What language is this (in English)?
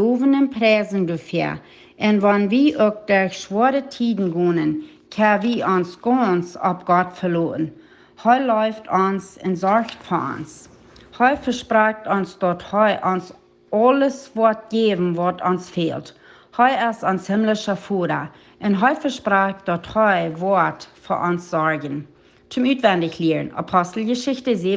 Plautdietsch